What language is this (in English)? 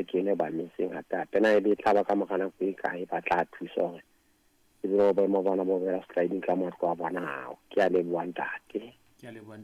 Southern Sotho